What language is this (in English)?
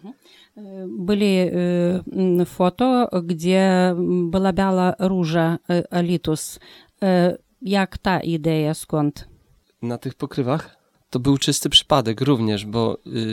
Lithuanian